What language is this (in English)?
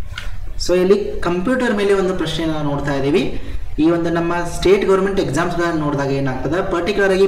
Kannada